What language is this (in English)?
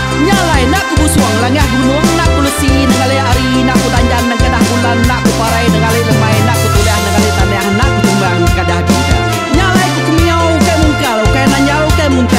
Iban